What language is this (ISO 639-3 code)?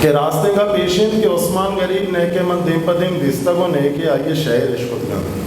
bgp